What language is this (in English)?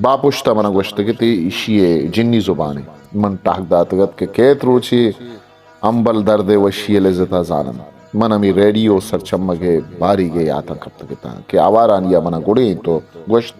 Eastern Balochi